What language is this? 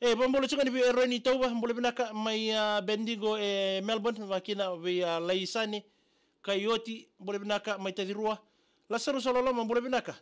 Fijian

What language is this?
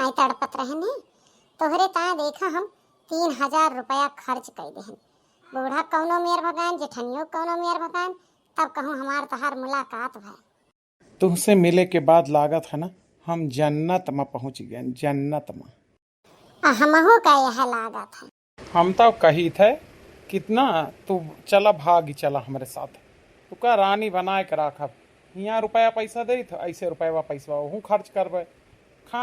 Awadhi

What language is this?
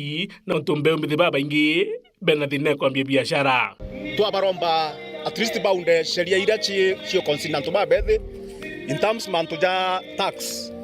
Meru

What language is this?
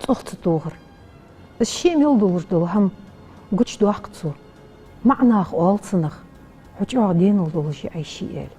Ingush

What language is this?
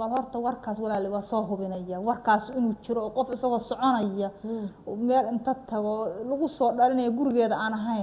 Somali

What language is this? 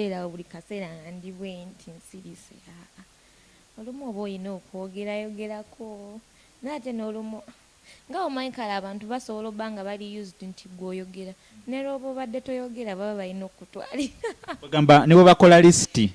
Ganda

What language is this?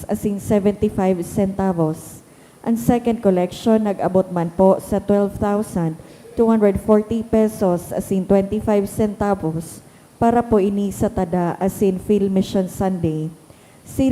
Bikol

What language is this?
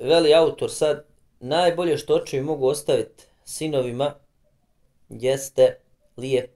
Bosnian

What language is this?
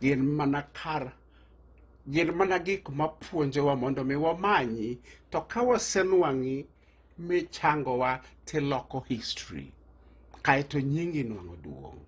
Luo (Kenya and Tanzania)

